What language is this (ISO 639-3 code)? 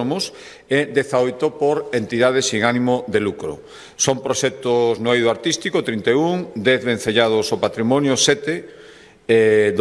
glg